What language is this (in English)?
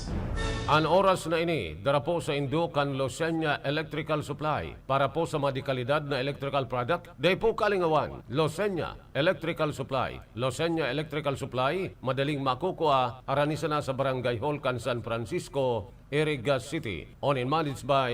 Bikol